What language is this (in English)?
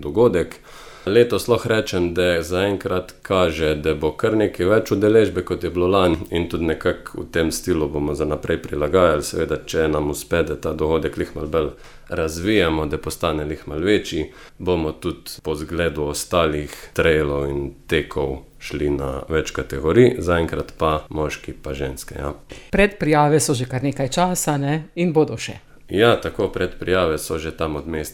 Slovenian